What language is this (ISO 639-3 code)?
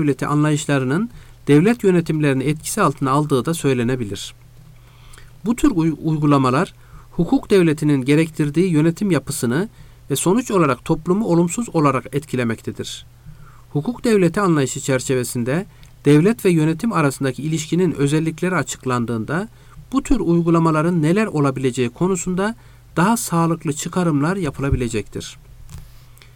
tur